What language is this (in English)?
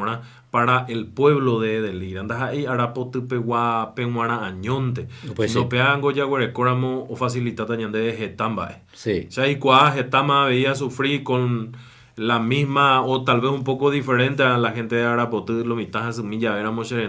Guarani